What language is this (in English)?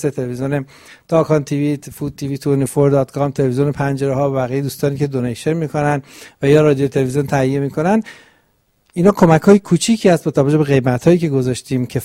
Persian